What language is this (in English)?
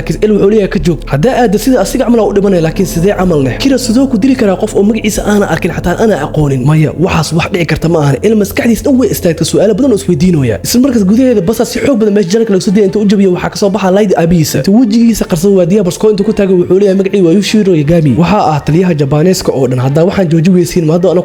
Somali